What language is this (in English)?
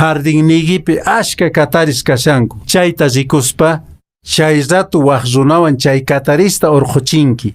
Quechua